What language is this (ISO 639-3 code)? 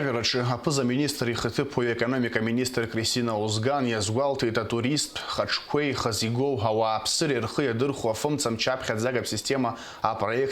abk